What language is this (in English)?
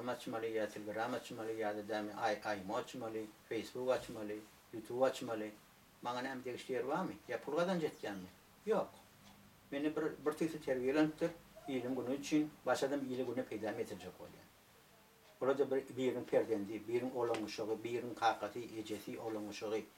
Turkmen